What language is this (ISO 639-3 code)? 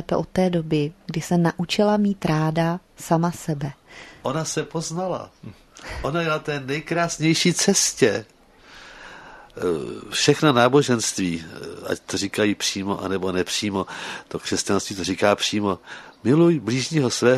ces